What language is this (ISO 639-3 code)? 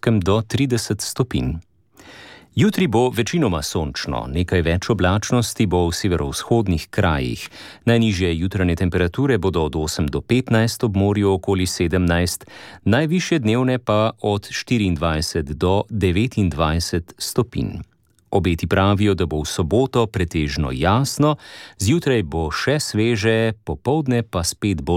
slv